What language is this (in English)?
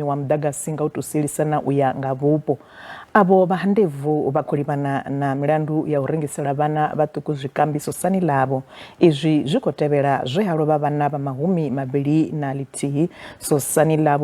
Venda